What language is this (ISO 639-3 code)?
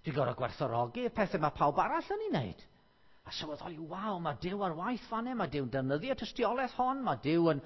cym